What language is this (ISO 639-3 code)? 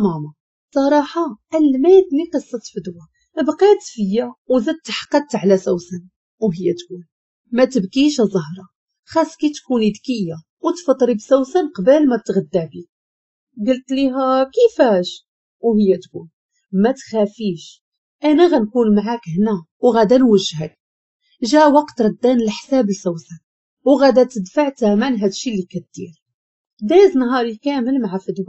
ary